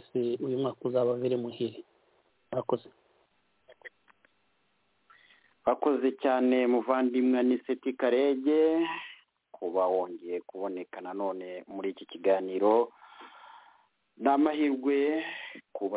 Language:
Kinyarwanda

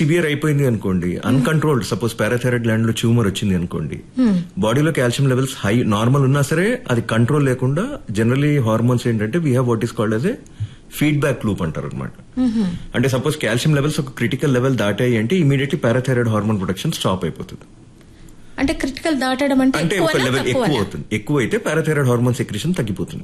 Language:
Telugu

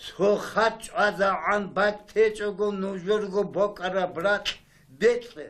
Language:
Avaric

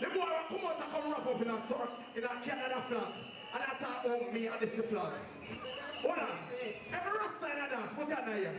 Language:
Jamaican Creole English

